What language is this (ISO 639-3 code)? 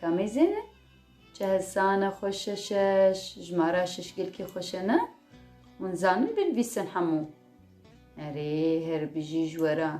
kur